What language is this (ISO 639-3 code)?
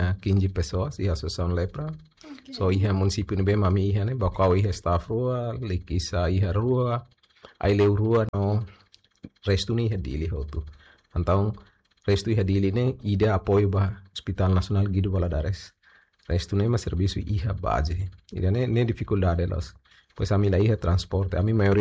tet